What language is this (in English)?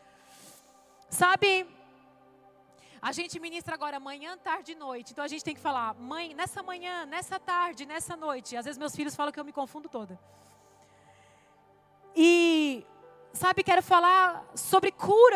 Portuguese